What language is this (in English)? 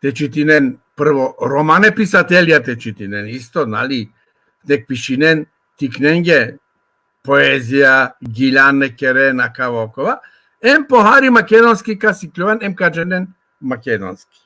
Balkan Romani